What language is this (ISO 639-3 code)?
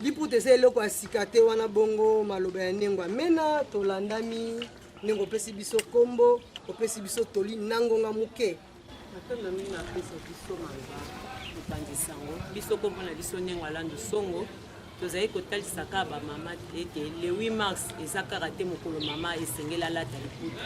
lin